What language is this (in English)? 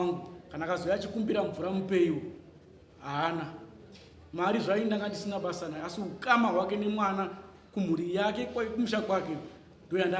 Shona